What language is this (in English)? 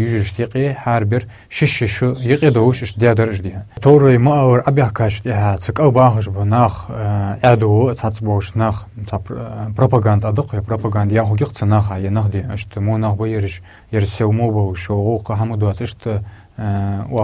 Ingush